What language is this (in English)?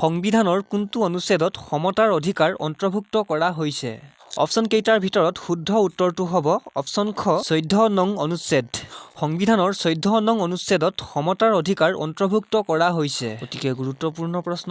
Assamese